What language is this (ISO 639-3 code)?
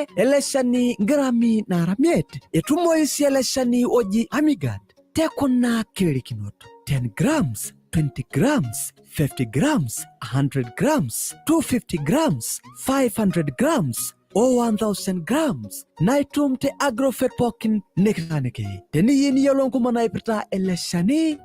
mas